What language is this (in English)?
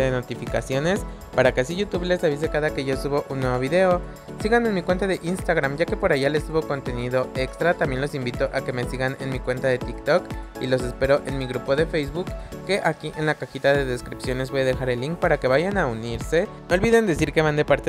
Spanish